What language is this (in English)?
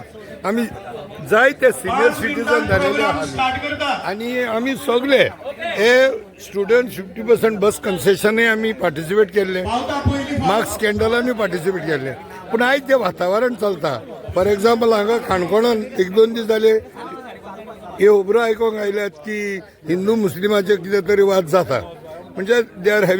Konkani